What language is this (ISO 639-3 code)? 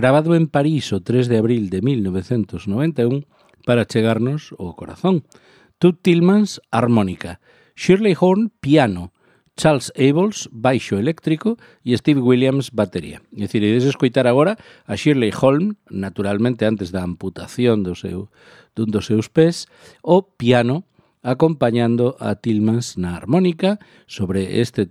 glg